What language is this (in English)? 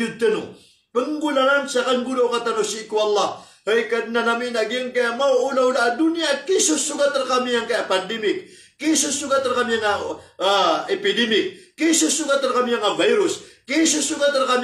Maranao